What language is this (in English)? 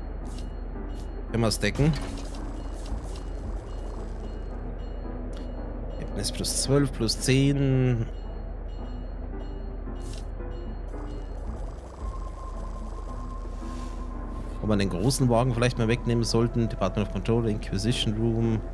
German